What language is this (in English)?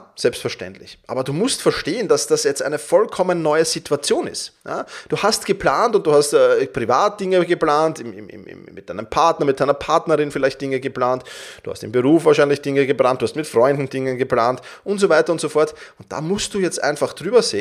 German